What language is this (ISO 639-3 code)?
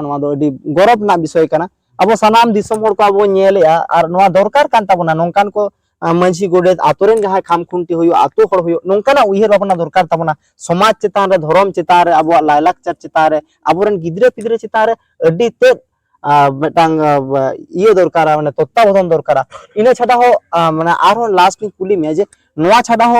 sat